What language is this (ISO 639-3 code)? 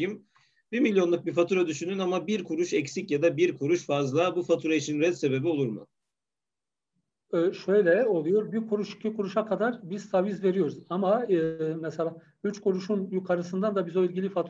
tur